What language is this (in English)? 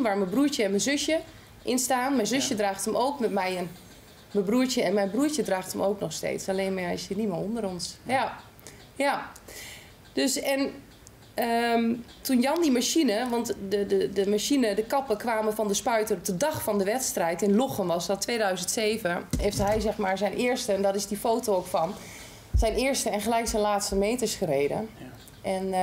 Dutch